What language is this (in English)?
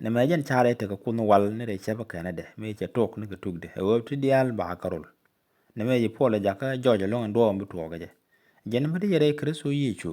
Nuer